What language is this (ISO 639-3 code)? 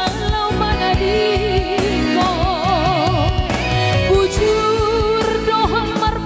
bts